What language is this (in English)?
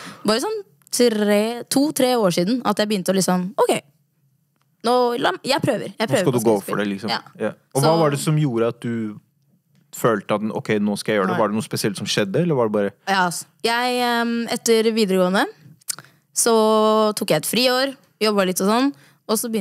Norwegian